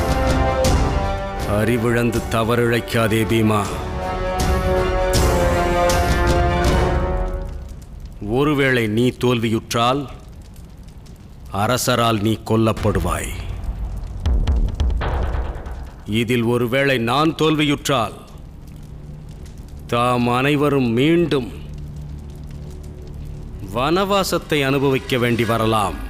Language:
Tamil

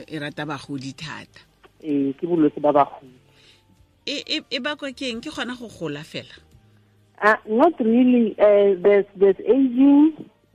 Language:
Tswana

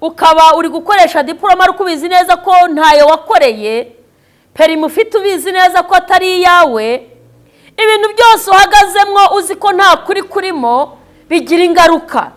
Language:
Kinyarwanda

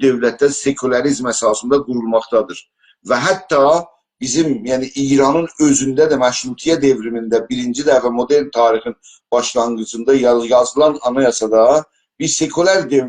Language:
South Azerbaijani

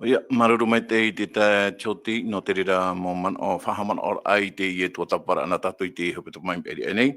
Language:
Tahitian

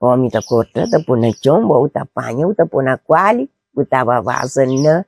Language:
Kabuverdianu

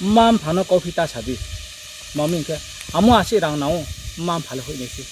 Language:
Riang (India)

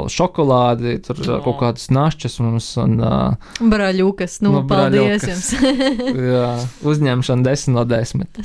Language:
Latvian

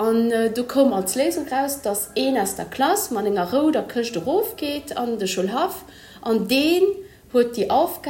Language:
Luxembourgish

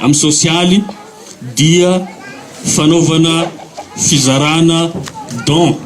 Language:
Malagasy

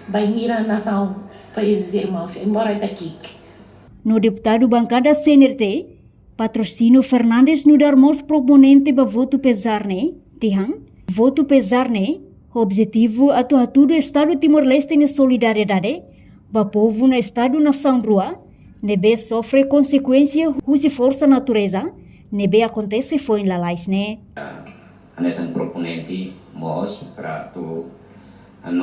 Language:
Tetum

